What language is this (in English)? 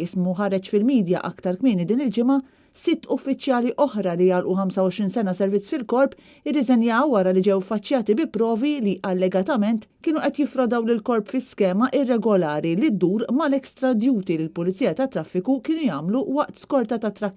Maltese